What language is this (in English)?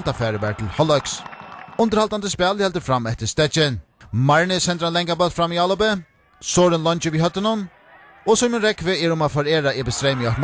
Faroese